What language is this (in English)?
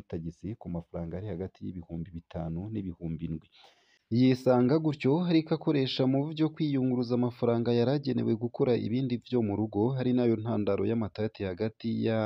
Rundi